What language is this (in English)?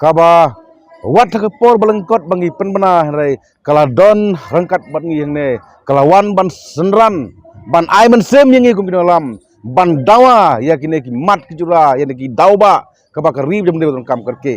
Khasi